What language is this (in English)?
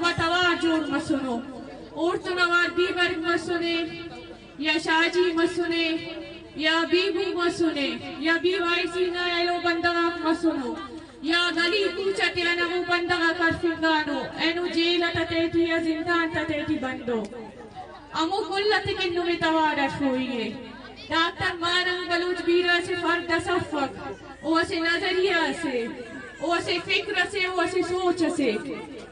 Brahui